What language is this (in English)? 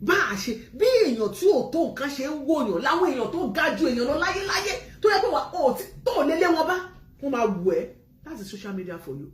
Yoruba